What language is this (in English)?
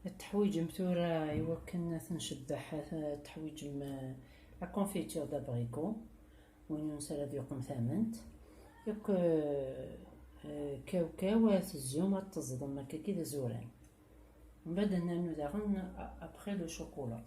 Kabyle